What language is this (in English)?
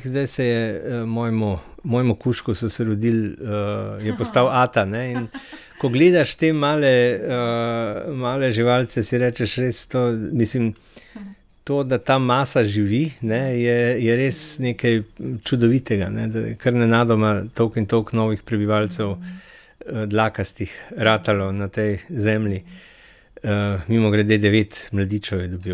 Slovenian